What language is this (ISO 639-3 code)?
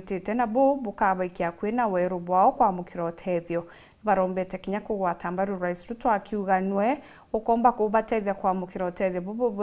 mer